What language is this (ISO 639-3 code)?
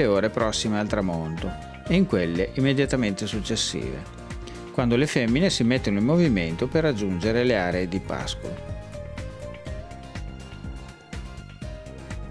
ita